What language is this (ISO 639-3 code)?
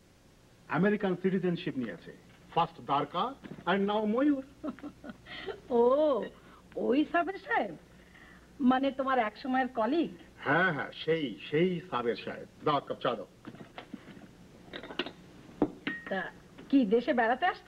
ben